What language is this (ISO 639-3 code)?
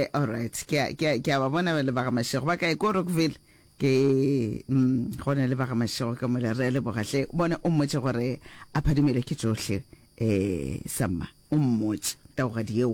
nso